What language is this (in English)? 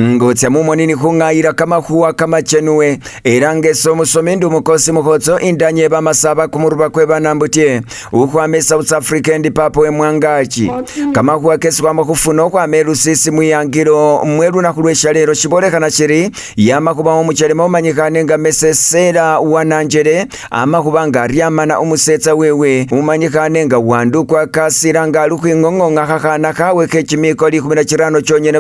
Masaaba